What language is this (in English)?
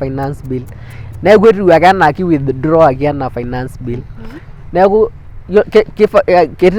Masai